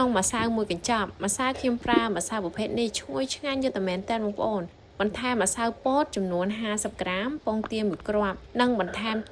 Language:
Khmer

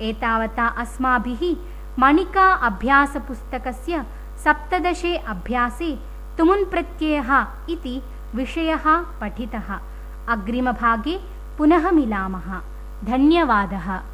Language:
Sanskrit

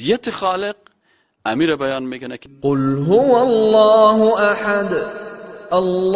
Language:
Persian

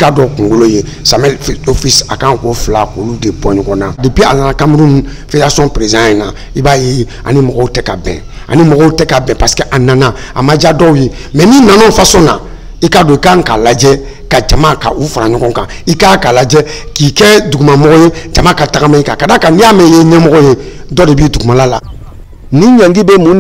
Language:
Bambara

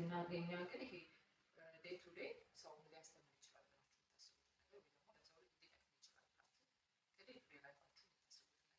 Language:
Amharic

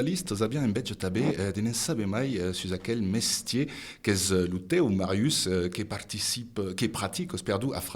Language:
Occitan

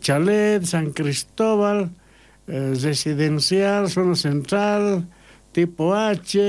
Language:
South Bolivian Quechua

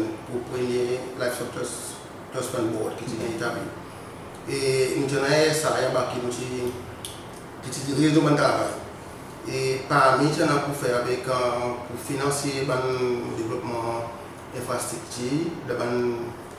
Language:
Seselwa Creole French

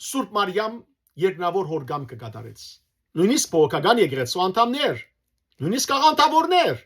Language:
Western Armenian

